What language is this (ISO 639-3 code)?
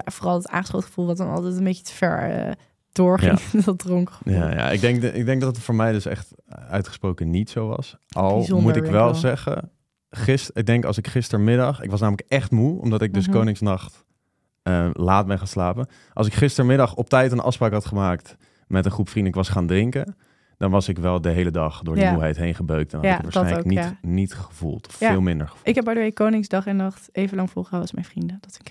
nld